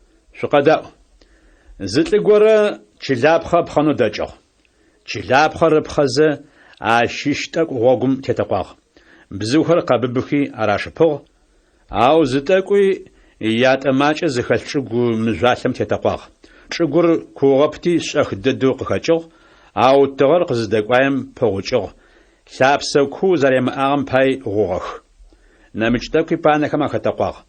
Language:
Adyghe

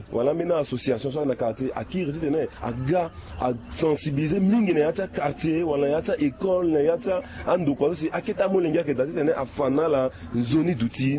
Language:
Sango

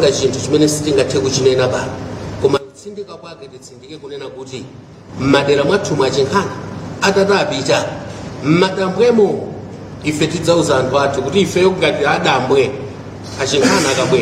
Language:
Nyanja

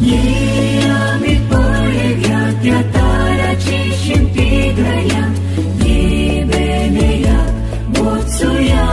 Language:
Konkani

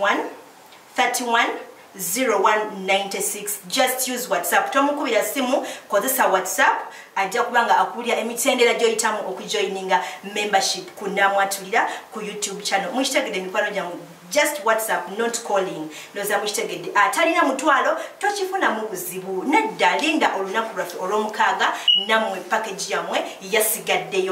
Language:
Ganda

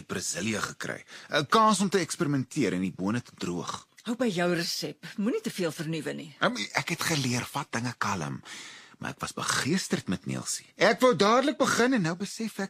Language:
Afrikaans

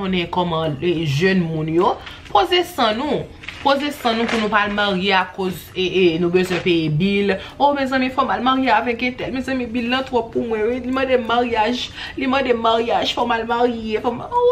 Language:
Haitian Creole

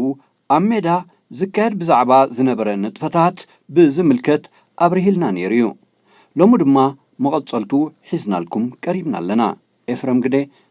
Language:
Tigrinya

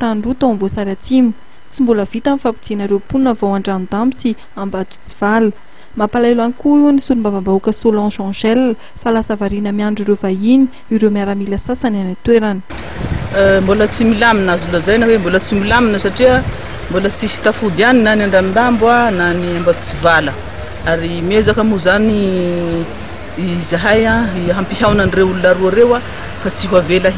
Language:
Malagasy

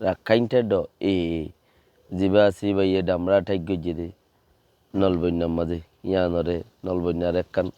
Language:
Rohingya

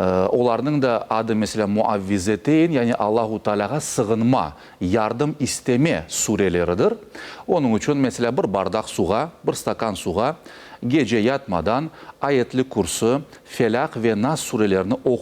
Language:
Crimean Tatar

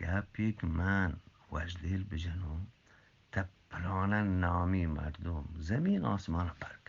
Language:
Eastern Balochi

